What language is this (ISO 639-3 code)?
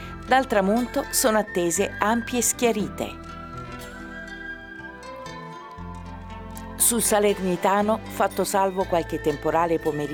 ita